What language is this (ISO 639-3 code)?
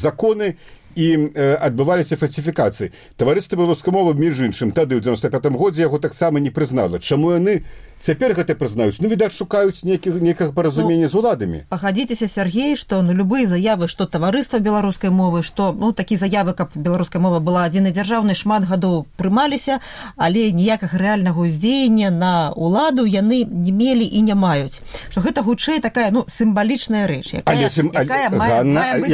bel